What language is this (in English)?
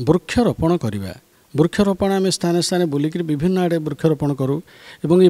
Odia